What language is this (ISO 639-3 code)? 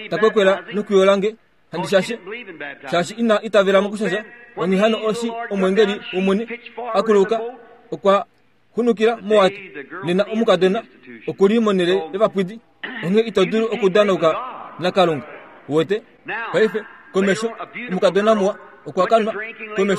kua